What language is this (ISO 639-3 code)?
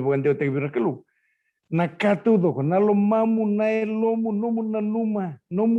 fij